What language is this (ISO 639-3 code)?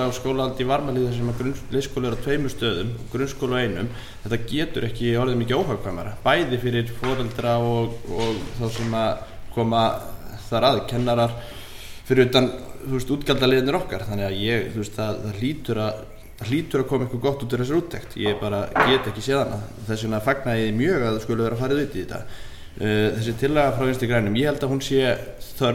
isl